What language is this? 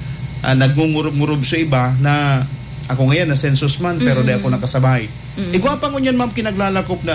Bikol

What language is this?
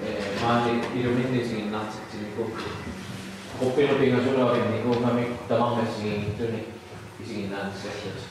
Kalaallisut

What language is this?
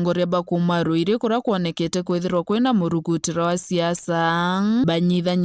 Meru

